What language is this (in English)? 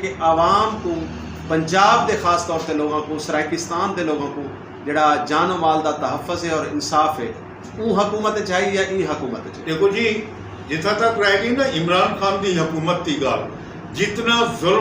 Saraiki